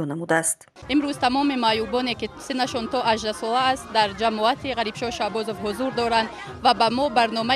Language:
Tajik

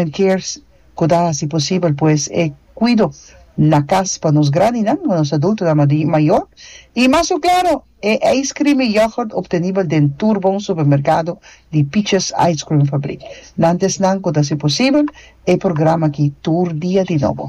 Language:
Papiamento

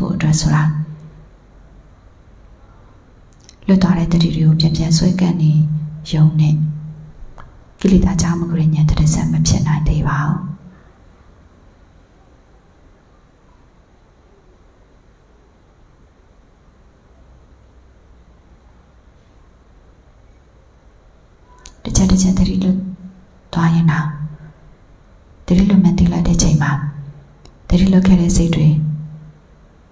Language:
Burmese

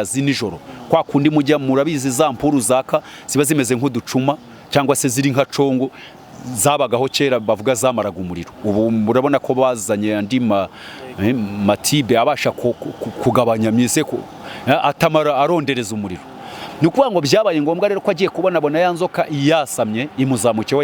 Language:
Kinyarwanda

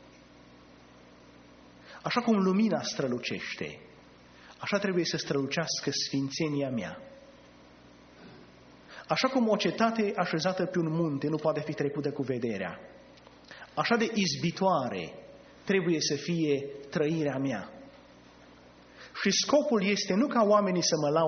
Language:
Romanian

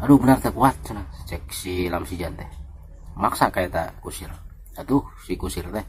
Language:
Sundanese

